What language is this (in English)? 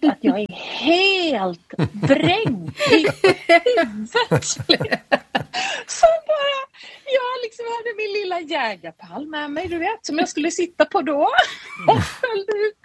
Swedish